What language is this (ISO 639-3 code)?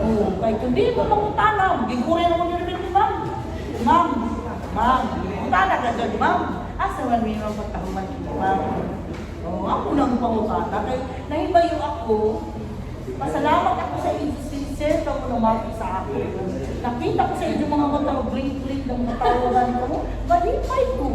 ceb